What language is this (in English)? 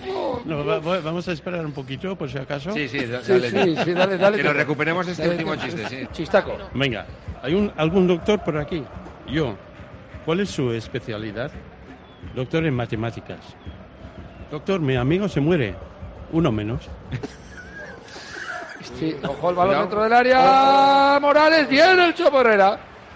Spanish